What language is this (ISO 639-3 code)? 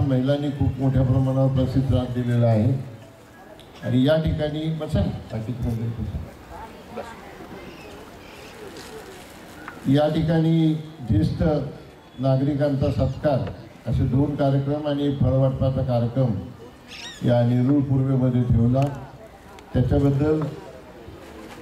mar